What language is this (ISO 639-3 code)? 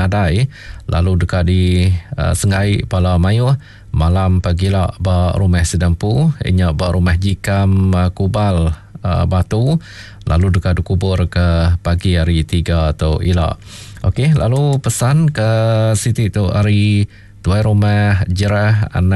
iba